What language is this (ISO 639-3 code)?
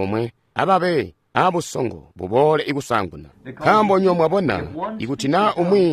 toi